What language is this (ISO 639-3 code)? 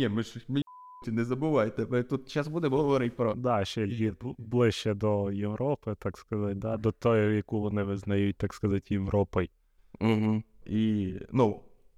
ukr